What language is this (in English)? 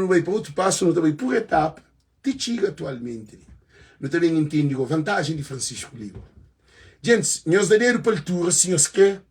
Kabuverdianu